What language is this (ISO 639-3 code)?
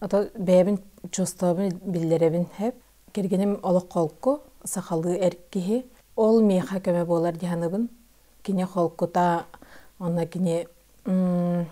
sah